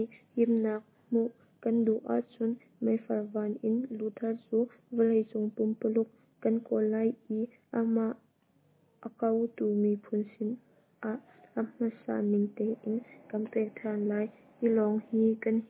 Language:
Hakha Chin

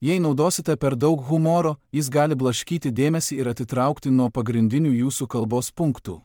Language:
Lithuanian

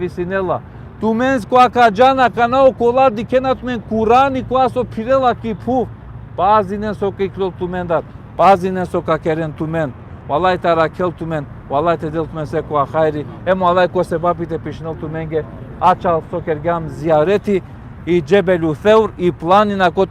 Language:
Balkan Romani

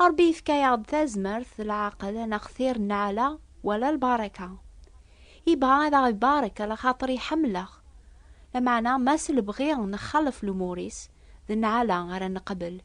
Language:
Kabyle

